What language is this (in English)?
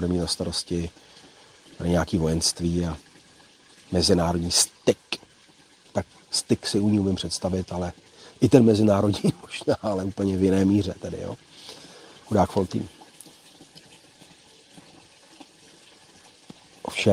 Czech